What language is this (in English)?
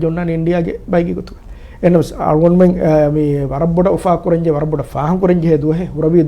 Divehi